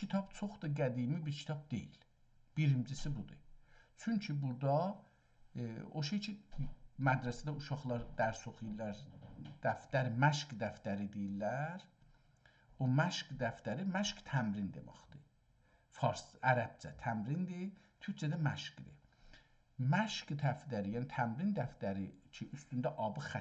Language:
South Azerbaijani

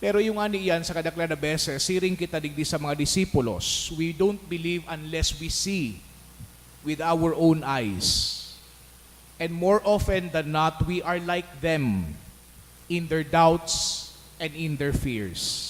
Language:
Bikol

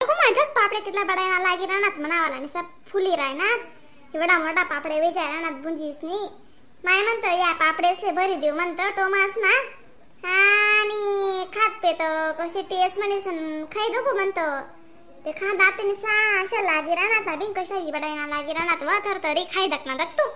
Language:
Khandesi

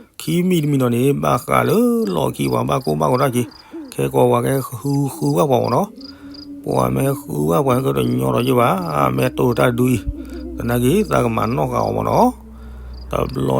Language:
S'gaw Karen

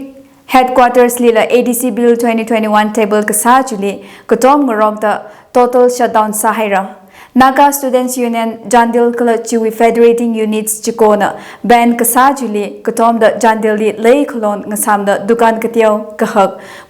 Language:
Tangkhul Naga (India)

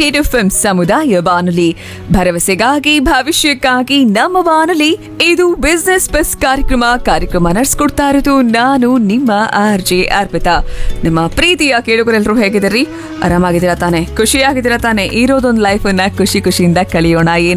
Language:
Kannada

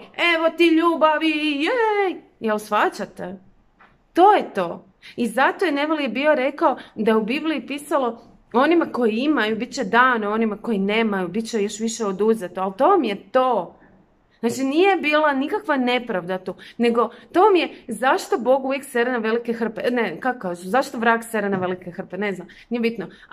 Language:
Croatian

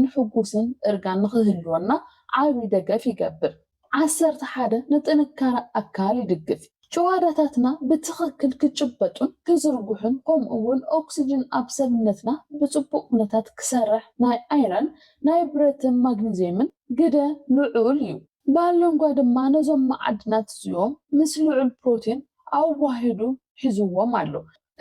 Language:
Tigrinya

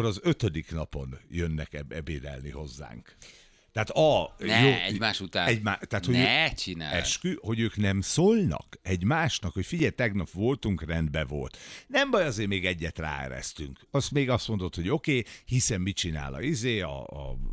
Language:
Hungarian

